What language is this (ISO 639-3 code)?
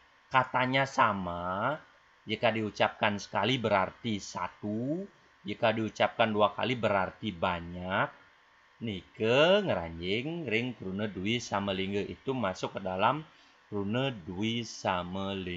ban